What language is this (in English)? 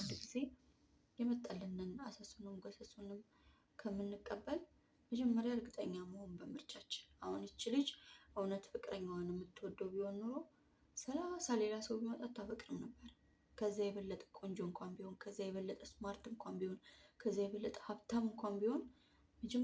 Amharic